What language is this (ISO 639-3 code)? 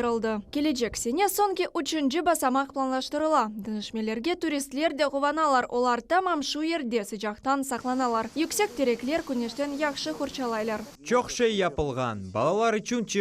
crh